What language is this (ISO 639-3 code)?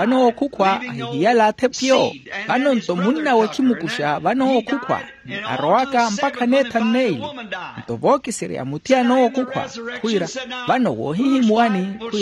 vmw